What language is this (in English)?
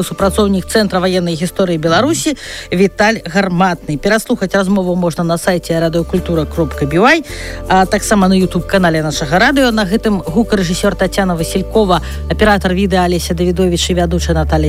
Belarusian